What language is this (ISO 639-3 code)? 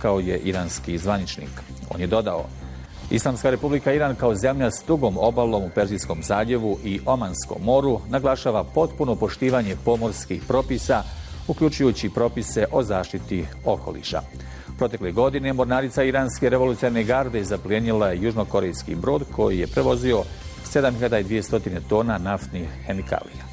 bos